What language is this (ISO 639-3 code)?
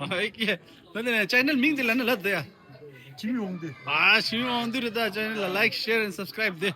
bod